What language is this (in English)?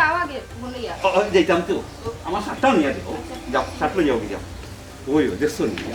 Sylheti